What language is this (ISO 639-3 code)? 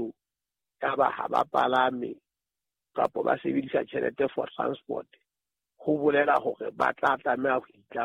sot